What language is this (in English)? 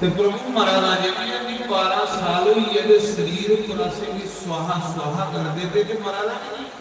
Dogri